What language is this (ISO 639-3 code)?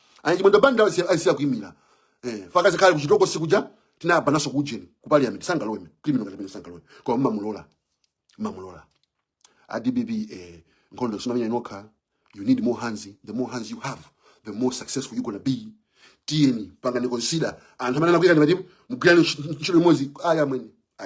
nya